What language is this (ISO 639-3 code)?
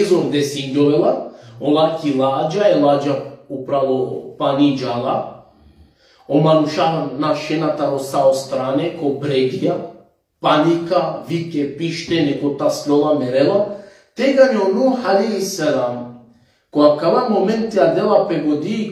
rmn